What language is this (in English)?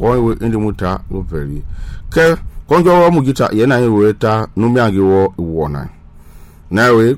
Mende